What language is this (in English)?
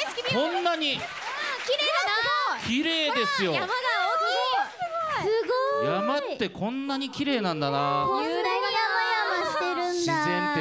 Japanese